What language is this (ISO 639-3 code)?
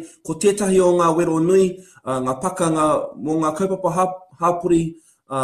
mri